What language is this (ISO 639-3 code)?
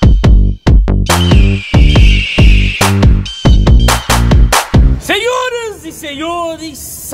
por